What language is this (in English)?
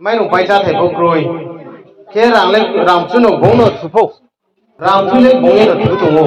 Riang (India)